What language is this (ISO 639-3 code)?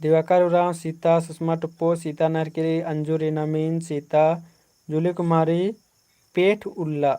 kru